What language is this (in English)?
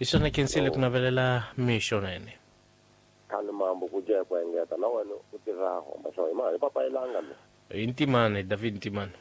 Tsonga